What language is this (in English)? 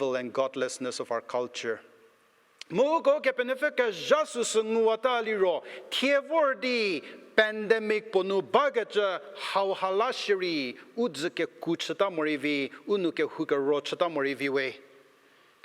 Angami Naga